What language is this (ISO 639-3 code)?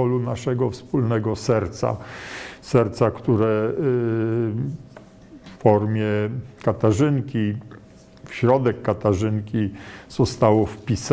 pol